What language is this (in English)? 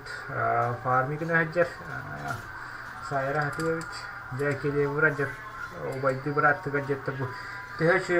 Yakut